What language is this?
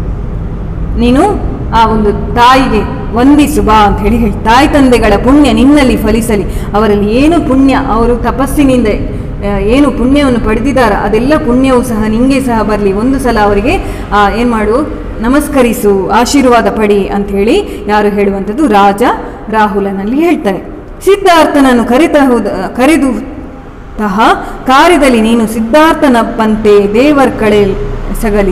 Kannada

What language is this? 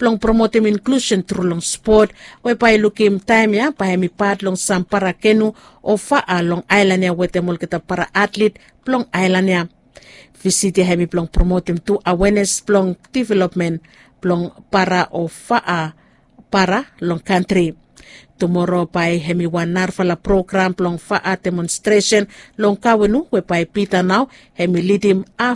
Bislama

